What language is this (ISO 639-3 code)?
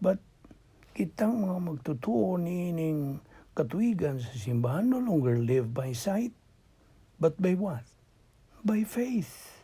ceb